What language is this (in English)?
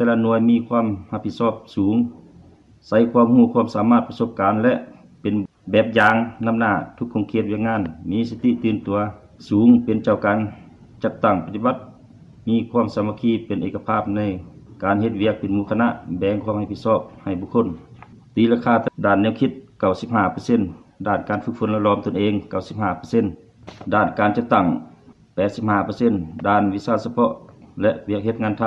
Lao